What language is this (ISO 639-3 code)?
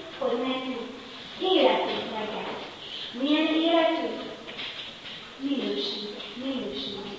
hun